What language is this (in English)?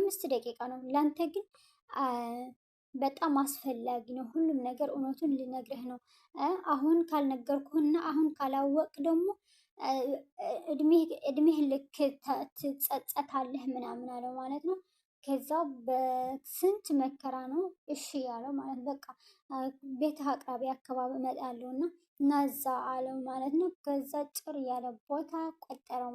Amharic